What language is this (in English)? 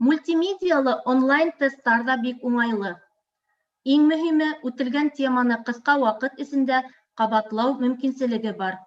Bashkir